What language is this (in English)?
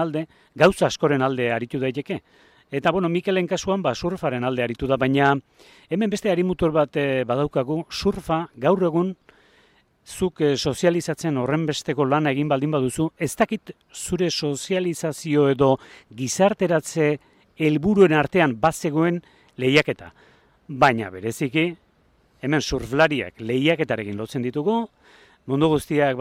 Basque